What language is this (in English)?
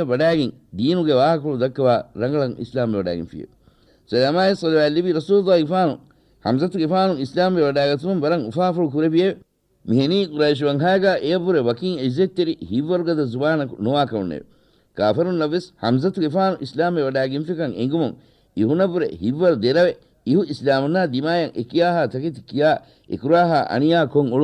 Divehi